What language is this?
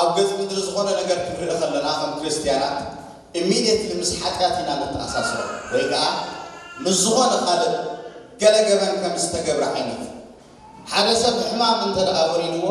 Tigrinya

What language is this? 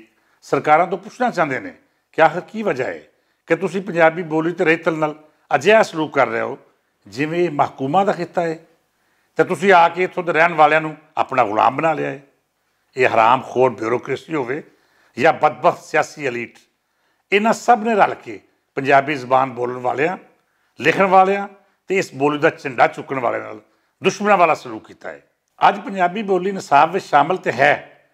Western Panjabi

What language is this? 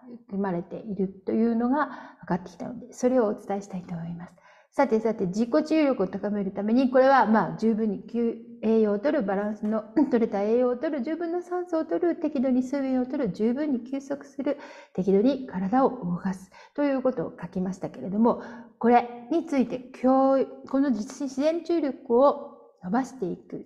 Japanese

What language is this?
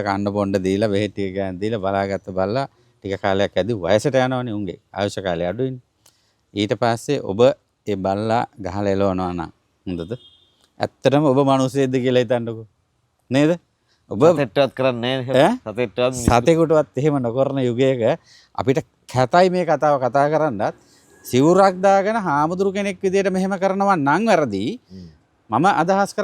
Sinhala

